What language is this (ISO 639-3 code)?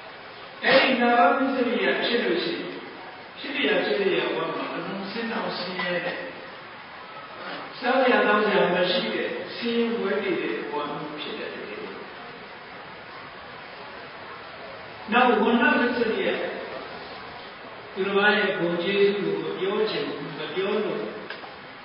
mya